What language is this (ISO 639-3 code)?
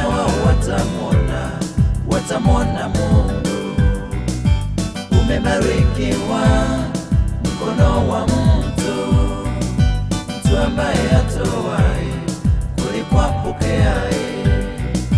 swa